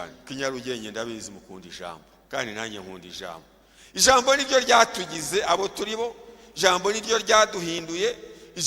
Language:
Kinyarwanda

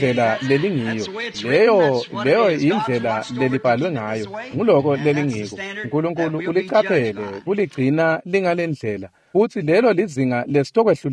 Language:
Swati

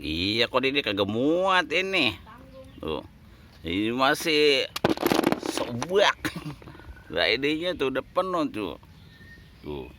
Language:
Betawi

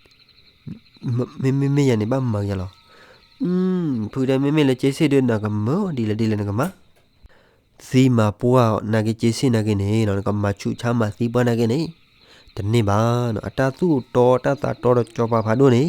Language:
S'gaw Karen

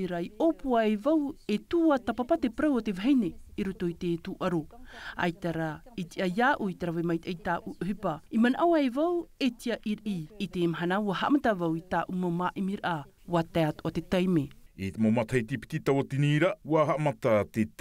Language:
Tahitian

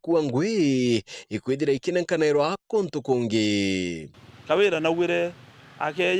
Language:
Meru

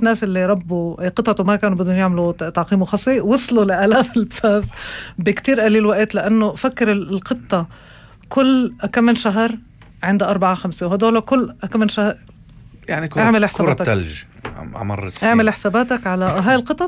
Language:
North Levantine Arabic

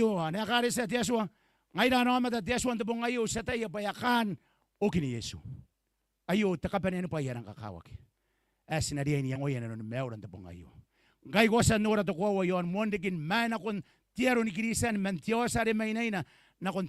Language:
Gilbertese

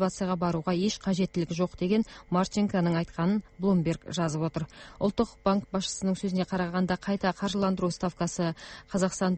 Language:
Kazakh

